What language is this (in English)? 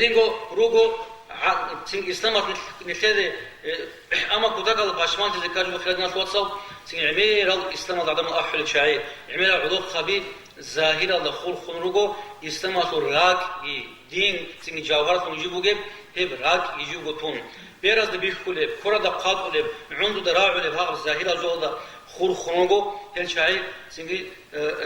Avaric